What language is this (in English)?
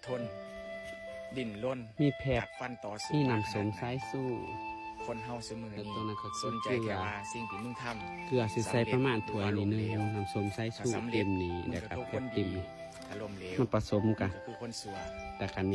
Lao